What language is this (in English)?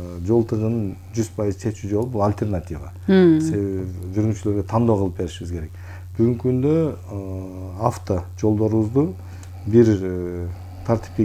Kyrgyz